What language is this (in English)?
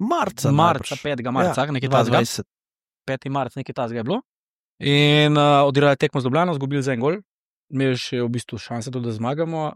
Slovenian